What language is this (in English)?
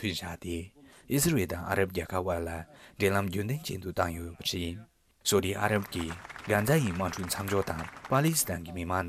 Tibetan